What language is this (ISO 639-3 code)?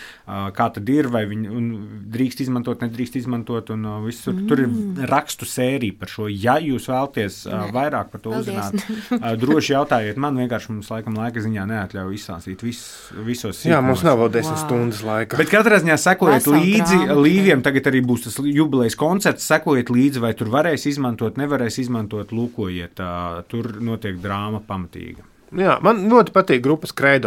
lav